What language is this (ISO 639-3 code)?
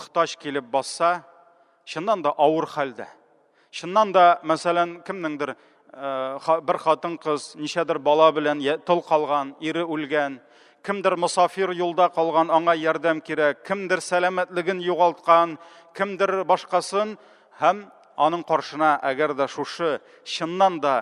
tat